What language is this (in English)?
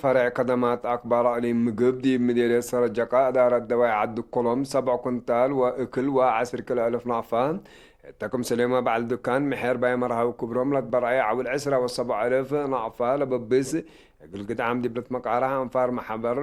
Tigre